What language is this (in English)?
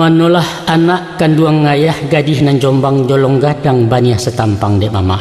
Minangkabau